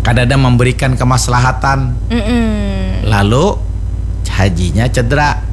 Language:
Banjar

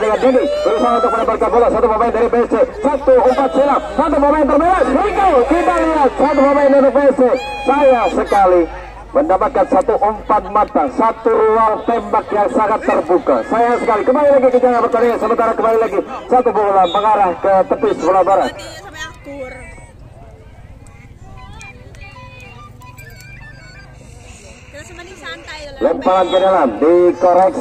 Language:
Indonesian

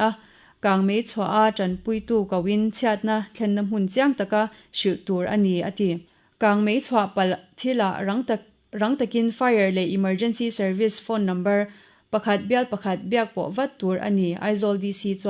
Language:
Mizo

